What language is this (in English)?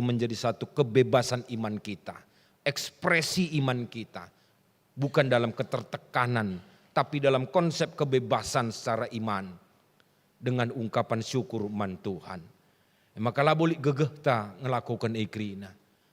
Batak Karo